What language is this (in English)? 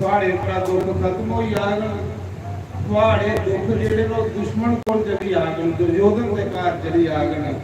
Dogri